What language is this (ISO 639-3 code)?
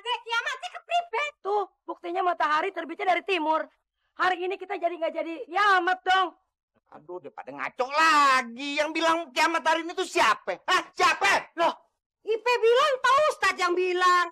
bew